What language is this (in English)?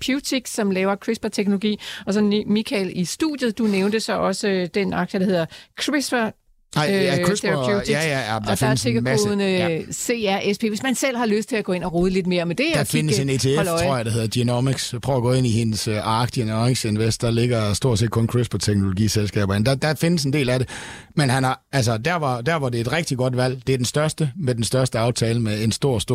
Danish